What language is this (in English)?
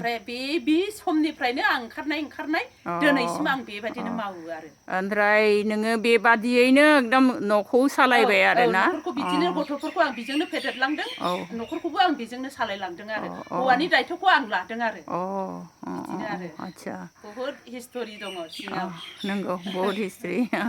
Bodo